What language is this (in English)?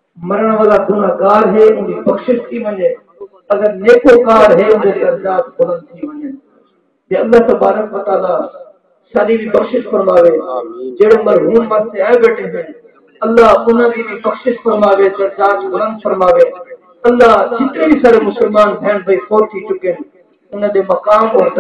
Saraiki